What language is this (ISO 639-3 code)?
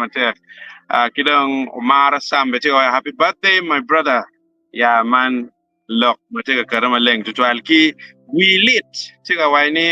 ach